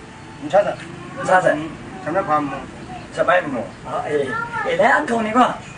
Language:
Kachin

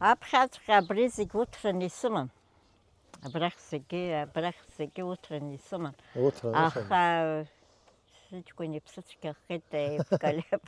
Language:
Abkhazian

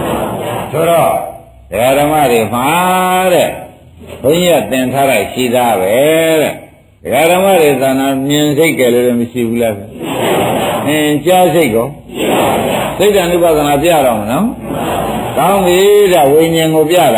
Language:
Burmese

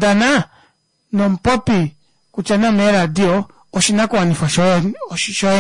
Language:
Kuanyama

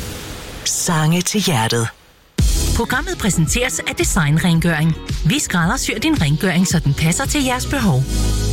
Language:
Danish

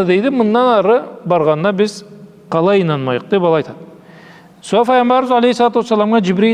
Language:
Karachay-Balkar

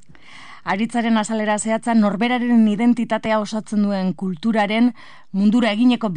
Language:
Basque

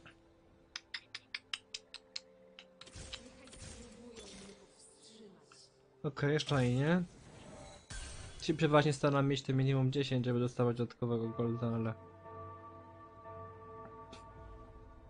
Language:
Polish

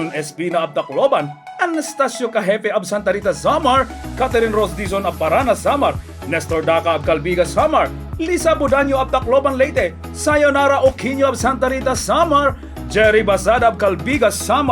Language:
Waray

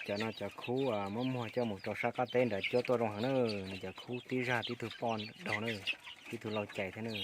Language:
Hmong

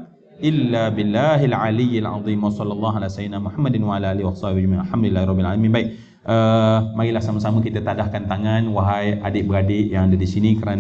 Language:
Malay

